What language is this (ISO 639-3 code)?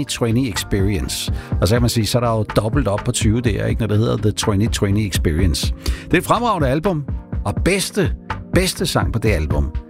dan